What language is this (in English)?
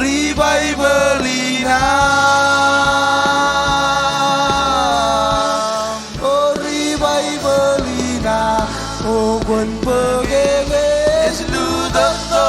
Marshallese